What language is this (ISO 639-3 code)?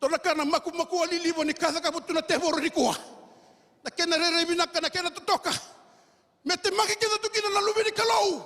fij